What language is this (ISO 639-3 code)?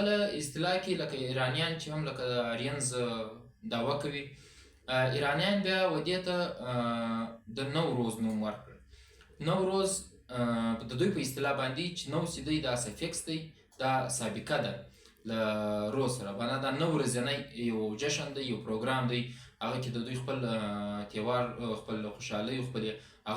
pus